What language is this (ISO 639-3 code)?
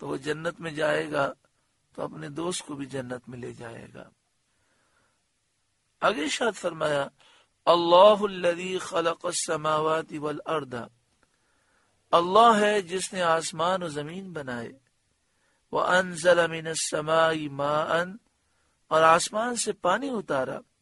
urd